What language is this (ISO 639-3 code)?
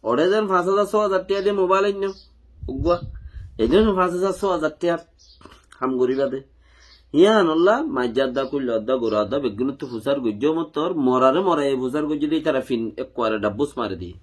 rhg